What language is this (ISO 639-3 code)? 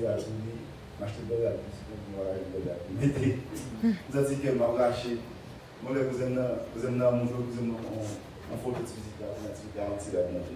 hat